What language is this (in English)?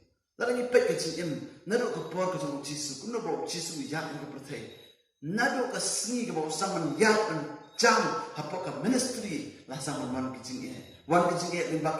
Khasi